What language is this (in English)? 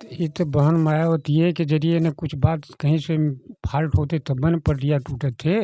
Bhojpuri